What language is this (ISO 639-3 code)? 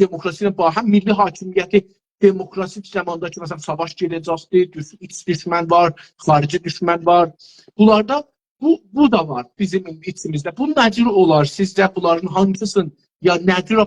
azb